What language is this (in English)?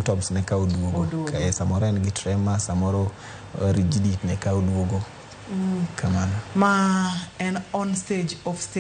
Luo (Kenya and Tanzania)